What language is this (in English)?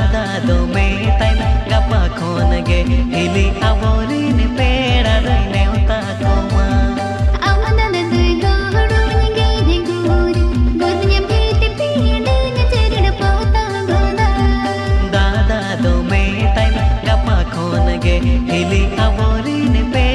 Santali